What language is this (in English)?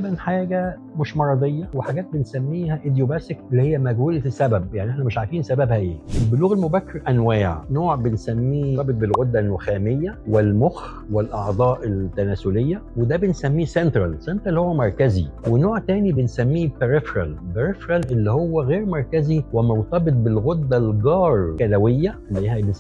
Egyptian Arabic